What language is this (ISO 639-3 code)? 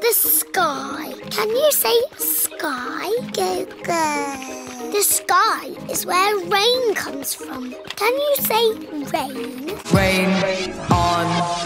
eng